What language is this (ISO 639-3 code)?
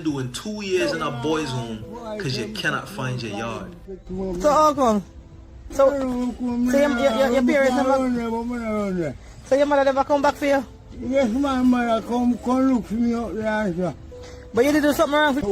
jam